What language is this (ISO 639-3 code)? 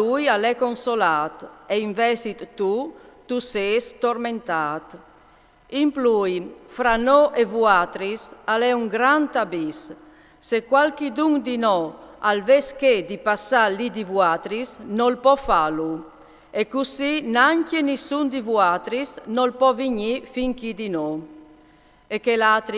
fur